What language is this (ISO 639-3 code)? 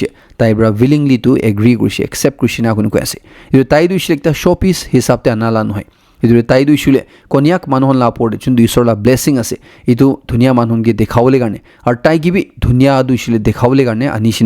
nag